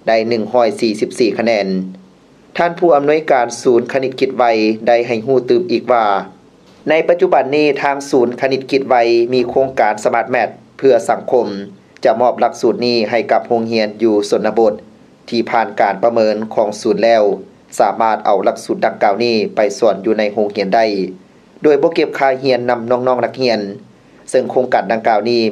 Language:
Lao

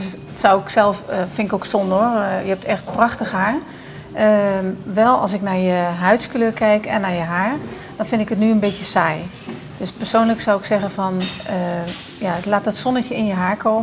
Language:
Limburgish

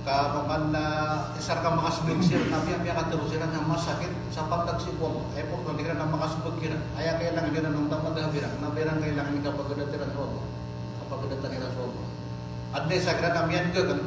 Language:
Maranao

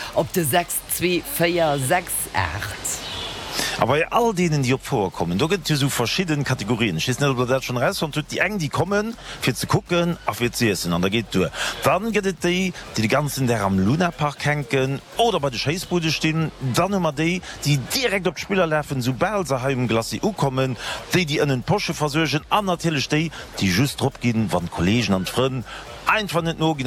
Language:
Luxembourgish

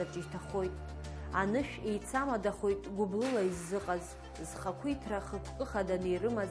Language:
Abkhazian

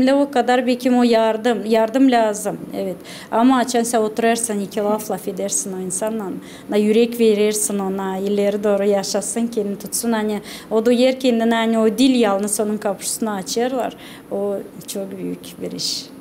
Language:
Gagauz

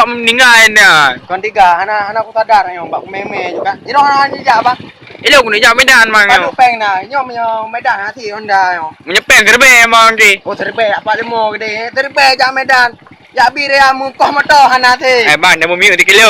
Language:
Achinese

